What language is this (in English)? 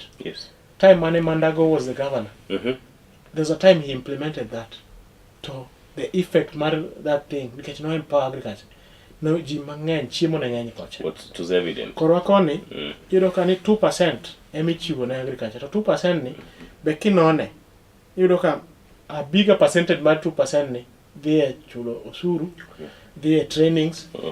Luo (Kenya and Tanzania)